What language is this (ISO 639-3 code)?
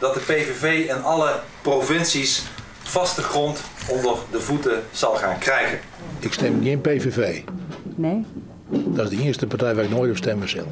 fry